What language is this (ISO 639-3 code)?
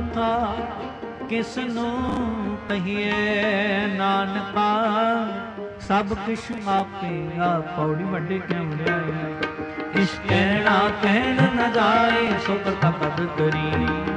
pan